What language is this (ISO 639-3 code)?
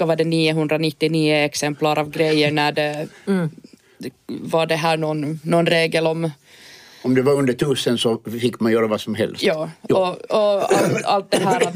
swe